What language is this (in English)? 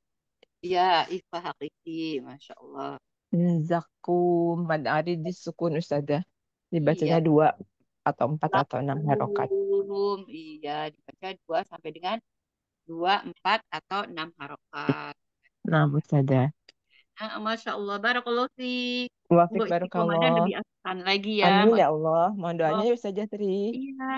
Indonesian